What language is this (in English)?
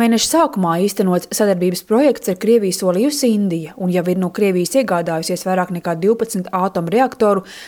Latvian